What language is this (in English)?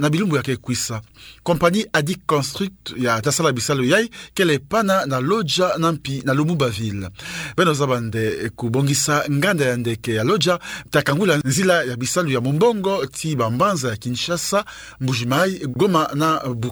Kituba (Democratic Republic of Congo)